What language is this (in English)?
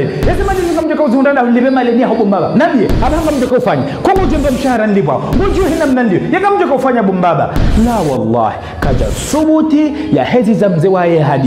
Ngazidja Comorian